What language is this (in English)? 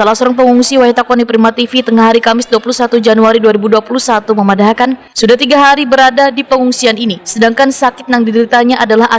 Banjar